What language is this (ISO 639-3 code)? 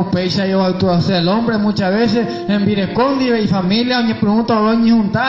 grn